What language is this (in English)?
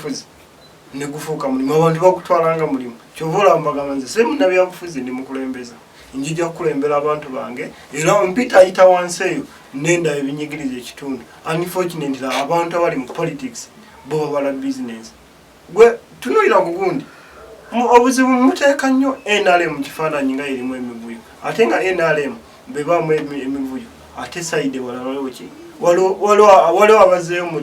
Ganda